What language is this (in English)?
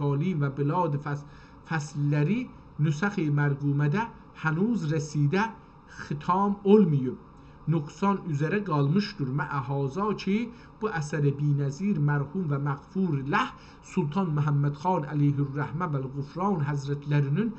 South Azerbaijani